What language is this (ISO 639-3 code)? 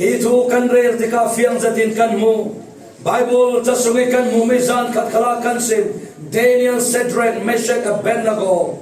cfm